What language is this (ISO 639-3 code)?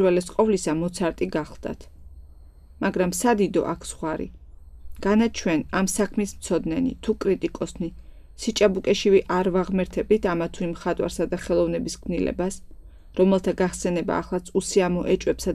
kat